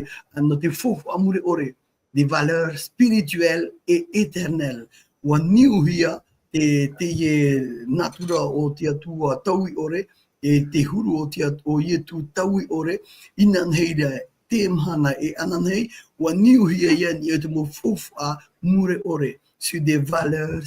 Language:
Tahitian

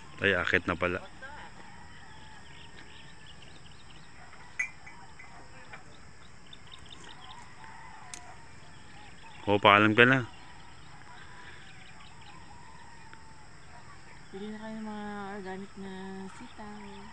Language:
Filipino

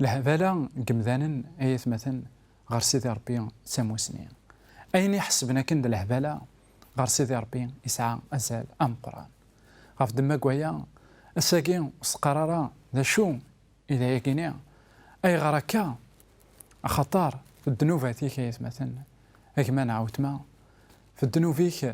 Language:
Kabyle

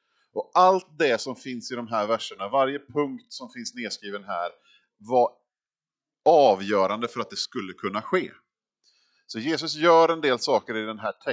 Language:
Swedish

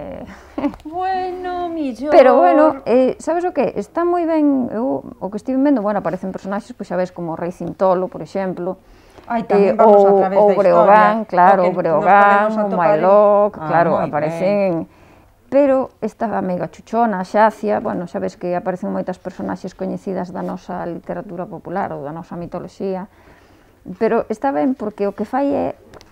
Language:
Galician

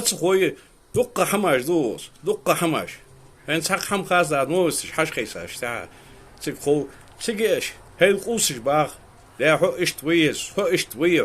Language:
Ingush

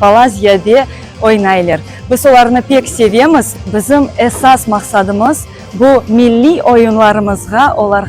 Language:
Crimean Tatar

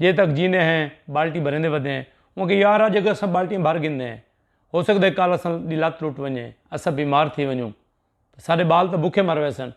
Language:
Saraiki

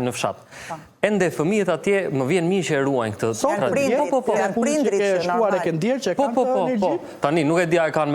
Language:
Albanian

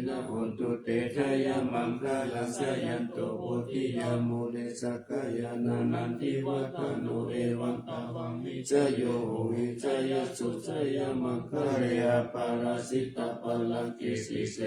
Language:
Pali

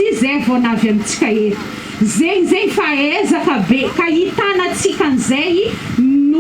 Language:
Malagasy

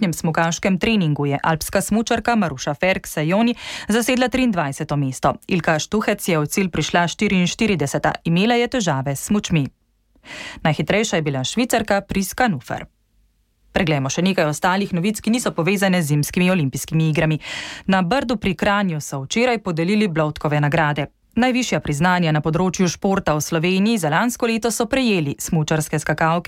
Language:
Slovenian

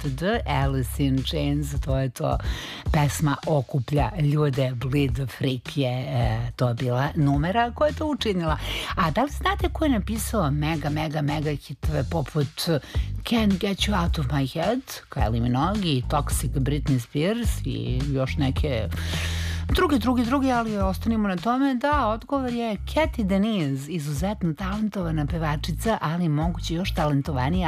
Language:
Serbian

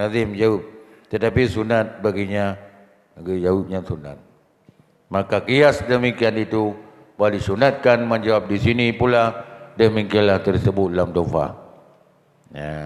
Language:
Achinese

